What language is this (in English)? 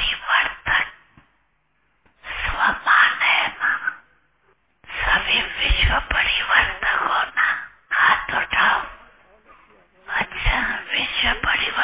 Hindi